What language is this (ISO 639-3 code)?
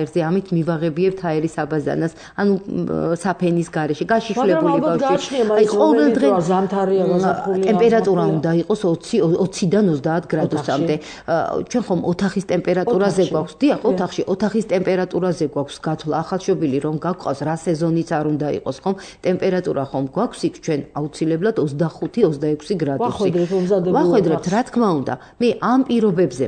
kat